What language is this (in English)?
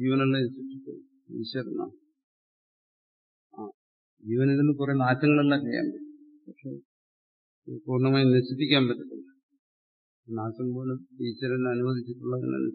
Malayalam